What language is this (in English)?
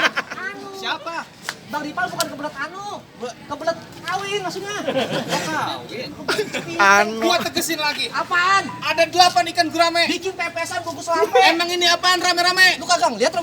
Betawi